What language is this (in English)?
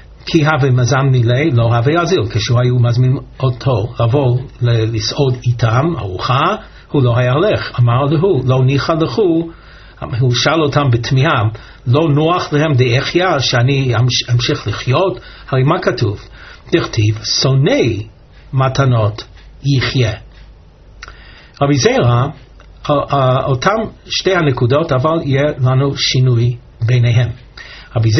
Hebrew